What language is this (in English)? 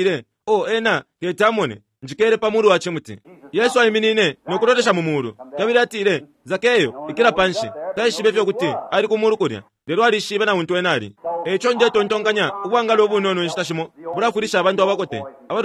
Bemba